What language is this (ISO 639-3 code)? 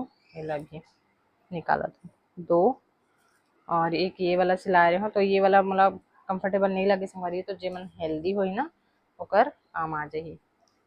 hne